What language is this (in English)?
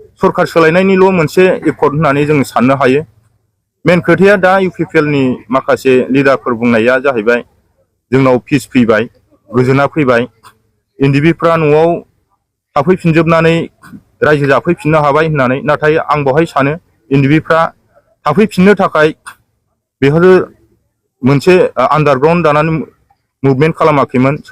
Bodo